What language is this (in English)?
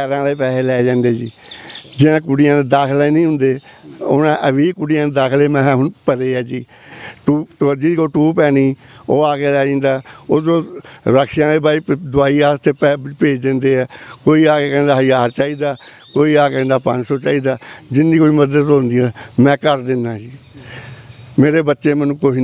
Punjabi